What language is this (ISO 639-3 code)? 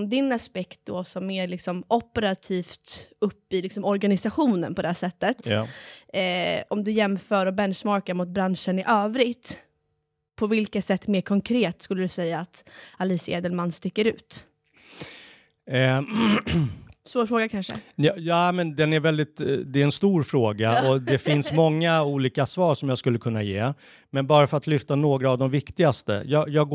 swe